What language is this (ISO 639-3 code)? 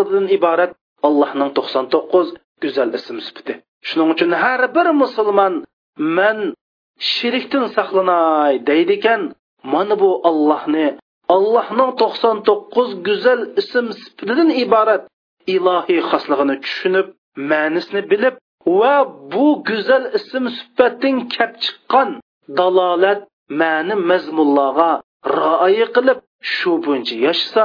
uig